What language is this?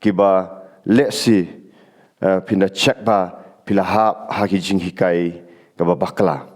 Khasi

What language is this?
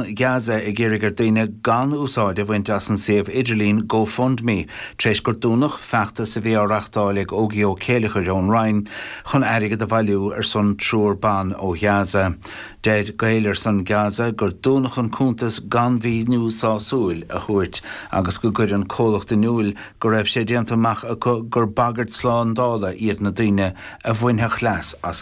Irish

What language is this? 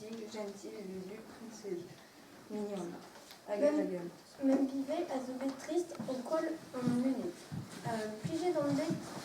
Breton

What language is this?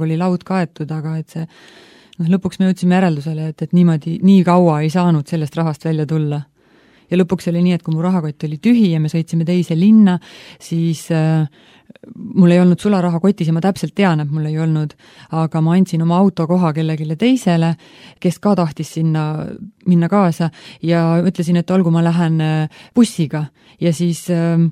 Estonian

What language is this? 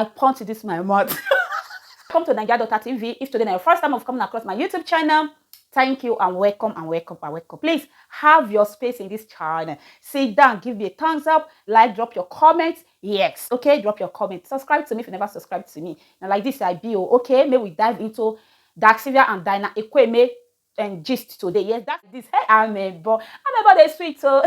Nigerian Pidgin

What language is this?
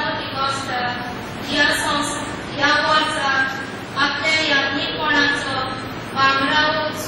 Konkani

